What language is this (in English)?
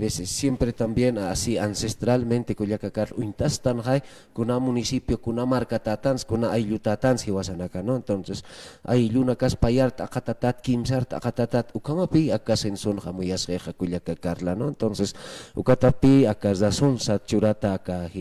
Aymara